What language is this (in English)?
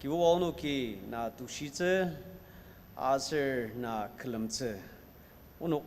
Ao Naga